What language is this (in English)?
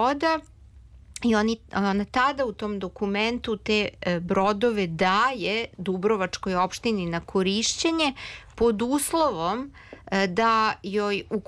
Serbian